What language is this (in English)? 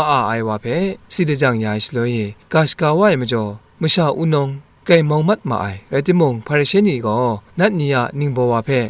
Kachin